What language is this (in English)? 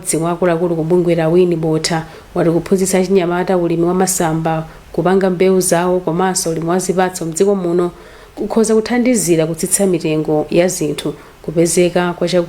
Nyanja